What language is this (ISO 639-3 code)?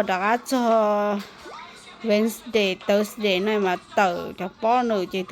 hmn